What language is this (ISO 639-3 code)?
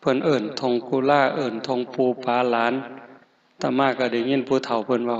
tts